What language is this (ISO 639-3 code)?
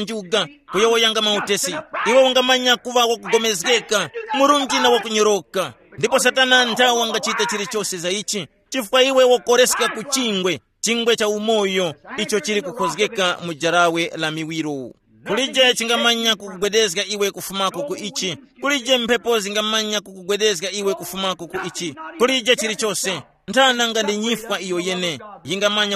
tum